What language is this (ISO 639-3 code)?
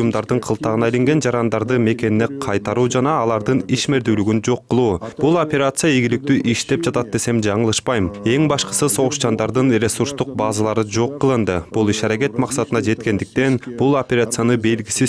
kir